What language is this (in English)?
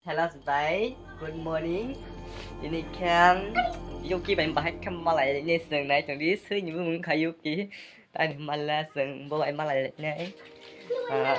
Kok Borok